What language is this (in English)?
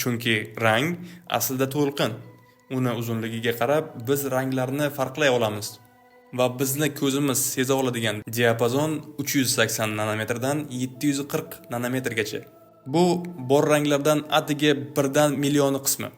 Uzbek